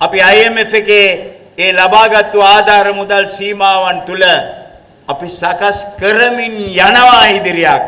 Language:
Sinhala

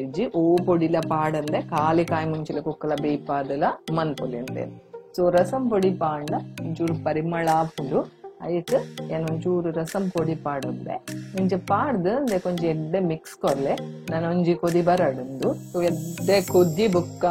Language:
Tulu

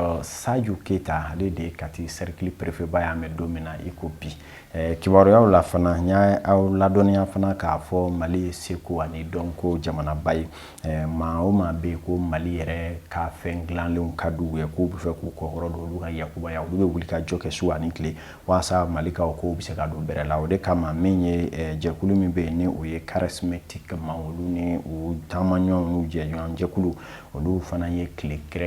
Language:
Bambara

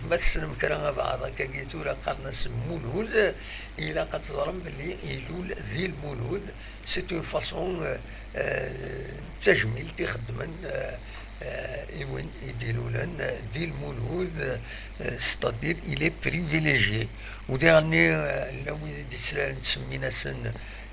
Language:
Kabyle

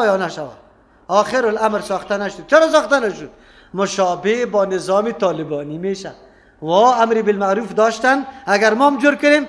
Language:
Persian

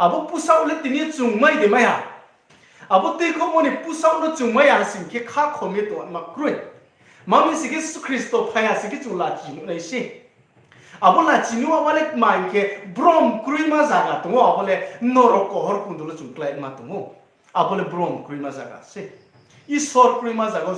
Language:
Riang (India)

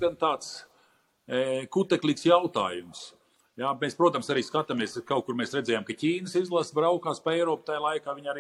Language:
Latvian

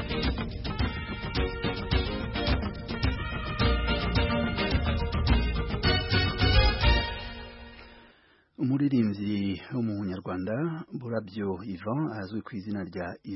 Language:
Kinyarwanda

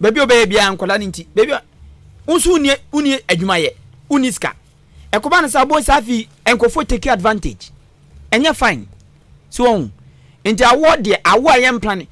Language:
Akan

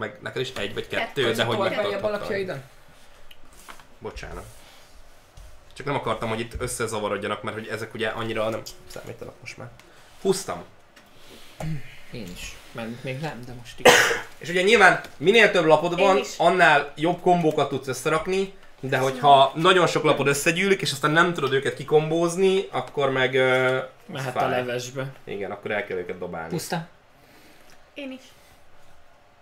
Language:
Hungarian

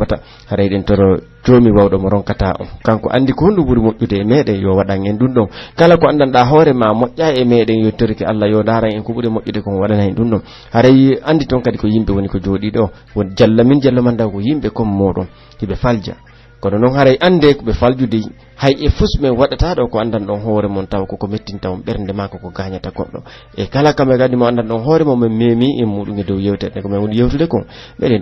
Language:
Pular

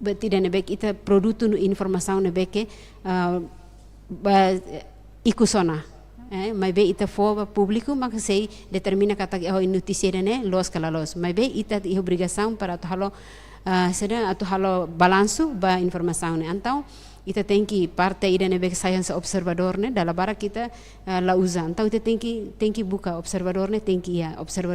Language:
Tetum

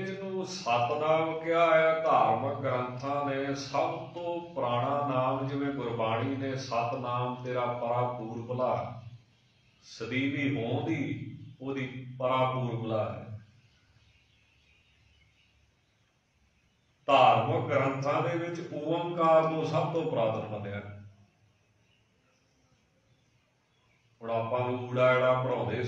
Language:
Punjabi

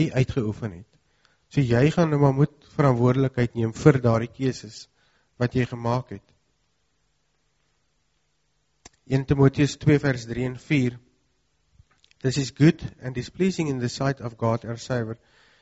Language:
Afrikaans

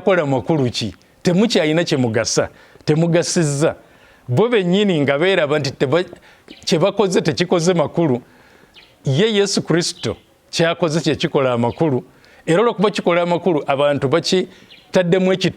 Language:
Ganda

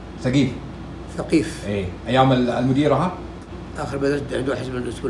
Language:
Arabic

